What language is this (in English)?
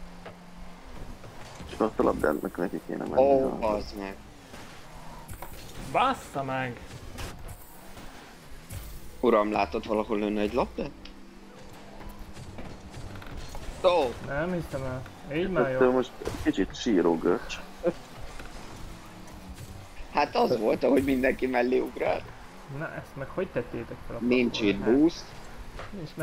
Hungarian